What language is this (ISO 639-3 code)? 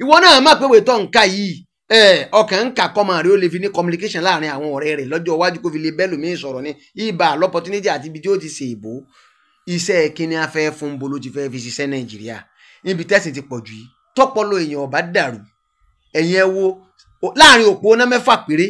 yor